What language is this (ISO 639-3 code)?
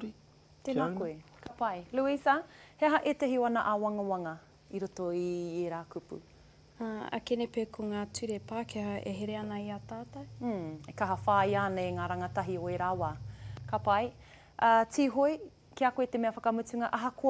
mri